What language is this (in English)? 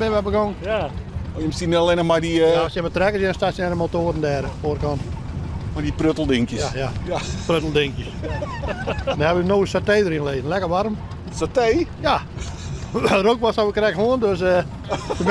Western Frisian